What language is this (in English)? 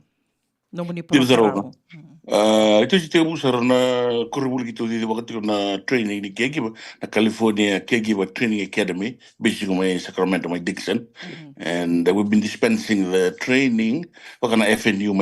Fijian